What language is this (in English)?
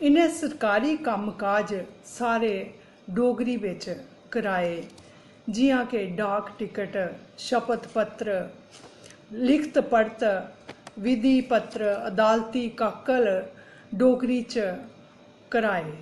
Dogri